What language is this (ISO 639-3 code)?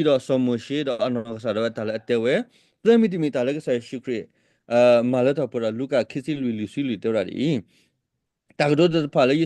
ksw